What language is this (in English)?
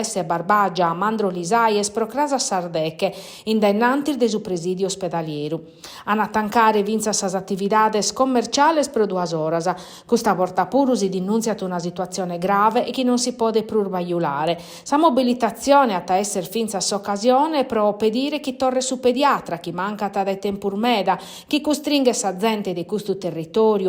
Sardinian